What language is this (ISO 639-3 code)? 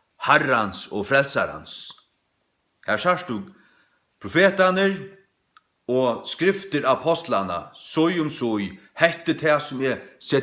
fao